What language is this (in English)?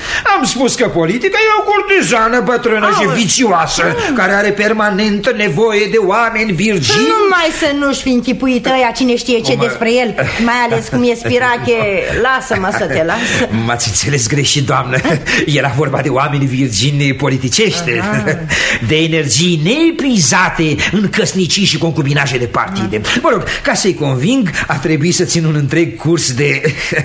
Romanian